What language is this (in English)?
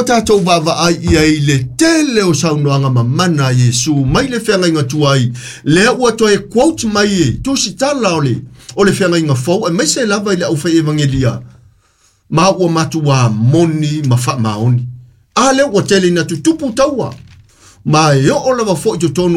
Samoan